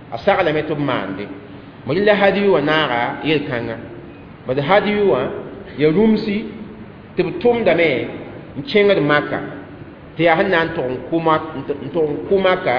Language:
Mossi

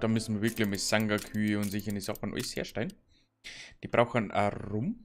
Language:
Bavarian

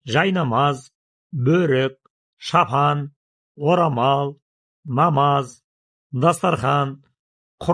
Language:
Kazakh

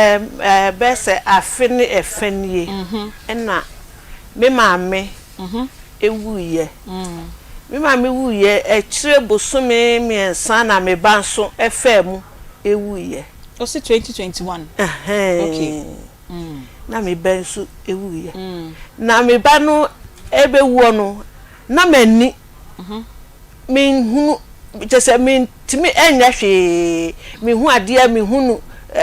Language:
Akan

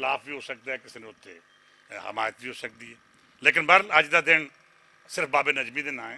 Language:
Western Panjabi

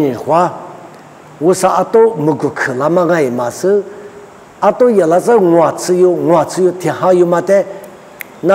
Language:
Lisu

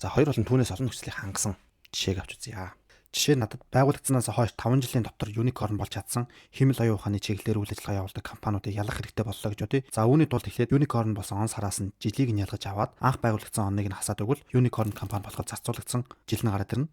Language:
Mongolian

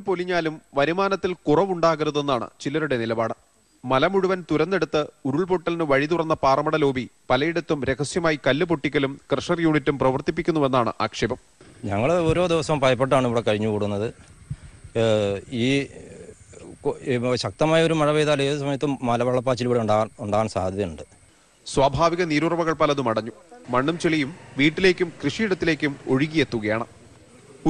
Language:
Malayalam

